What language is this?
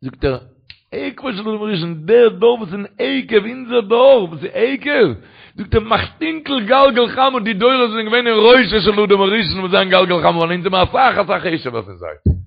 Yiddish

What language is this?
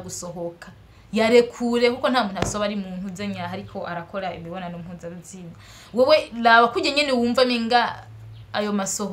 Rundi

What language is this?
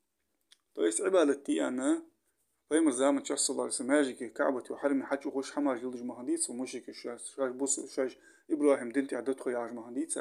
Ingush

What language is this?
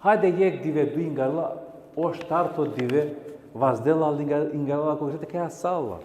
Balkan Romani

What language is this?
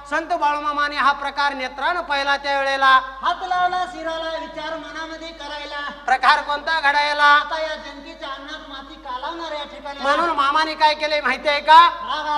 Marathi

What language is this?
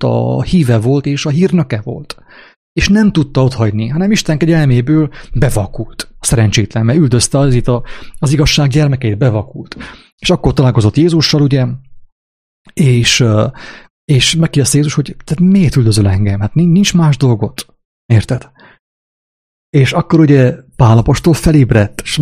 Hungarian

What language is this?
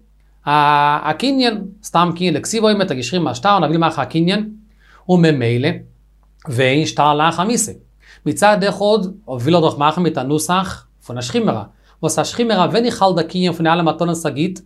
Yiddish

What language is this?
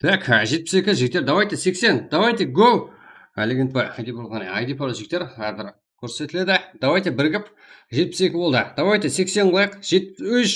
Kara-Kalpak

